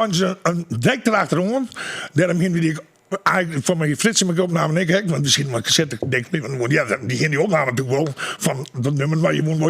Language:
Western Frisian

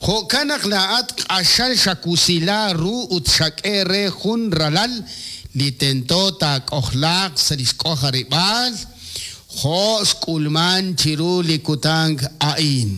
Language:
Kekchí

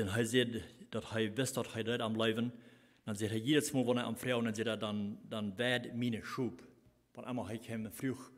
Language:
Plautdietsch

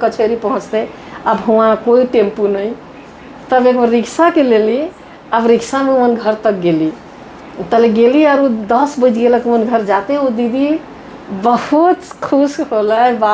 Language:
Sadri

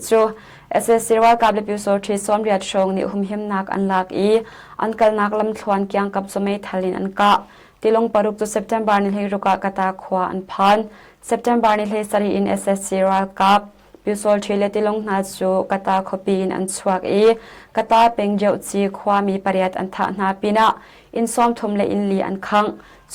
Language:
Hakha Chin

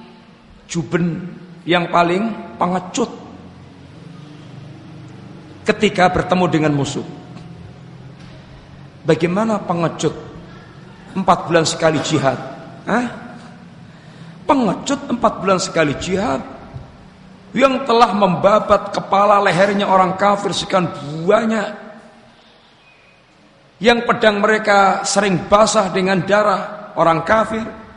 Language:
Indonesian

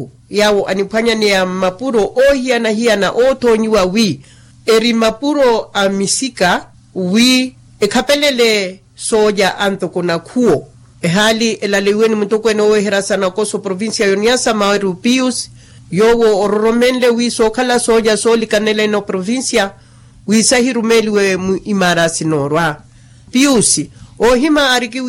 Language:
Makhuwa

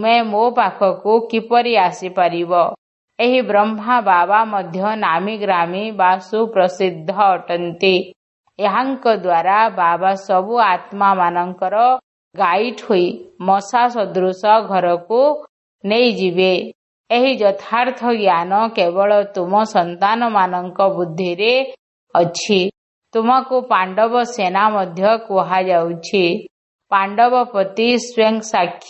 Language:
Odia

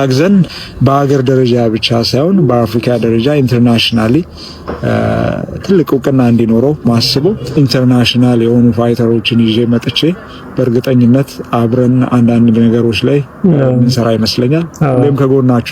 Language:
Amharic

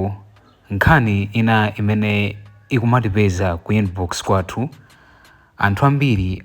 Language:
Nyanja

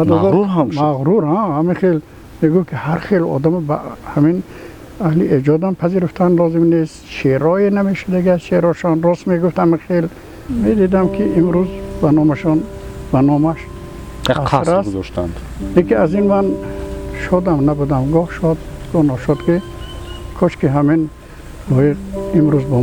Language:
Tajik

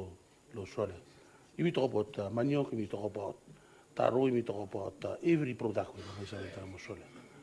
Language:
Bislama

